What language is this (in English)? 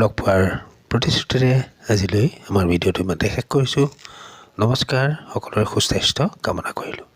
Assamese